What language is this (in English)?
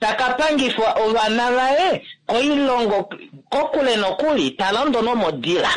Kuanyama